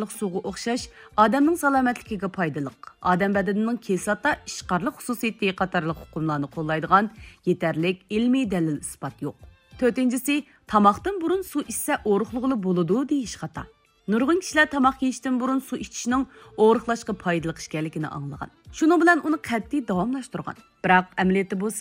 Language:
Uyghur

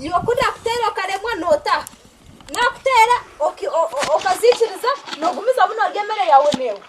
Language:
Nyankole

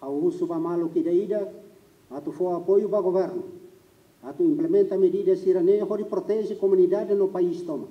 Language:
Tetum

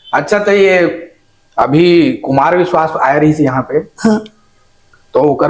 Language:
Chhattisgarhi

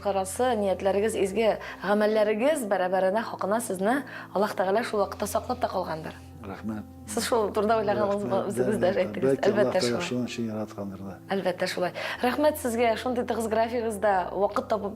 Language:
Tatar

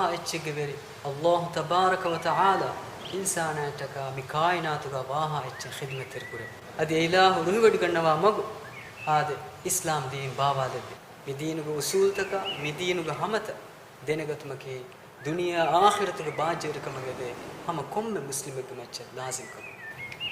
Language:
Divehi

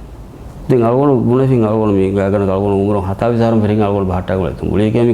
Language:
Divehi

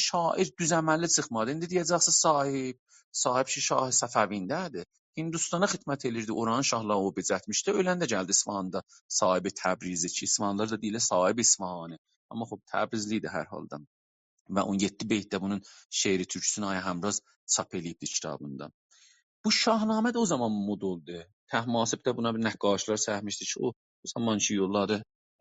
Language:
South Azerbaijani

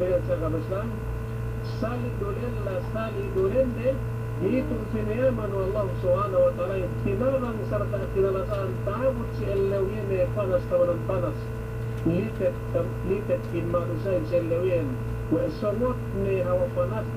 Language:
Yakan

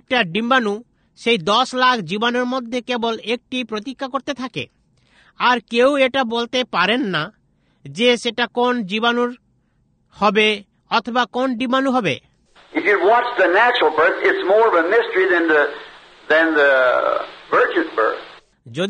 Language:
Bangla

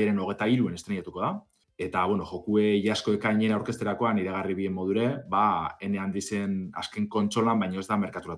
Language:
Basque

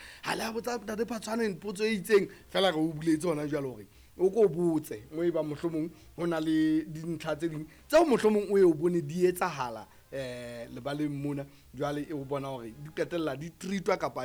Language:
Southern Sotho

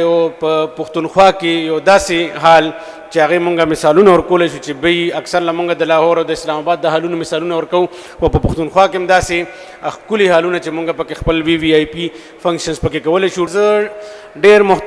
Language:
Pashto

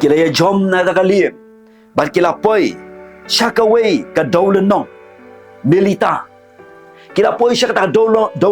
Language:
Khasi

